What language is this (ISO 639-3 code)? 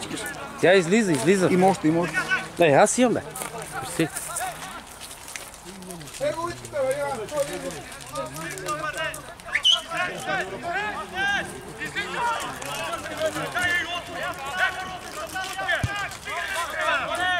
bul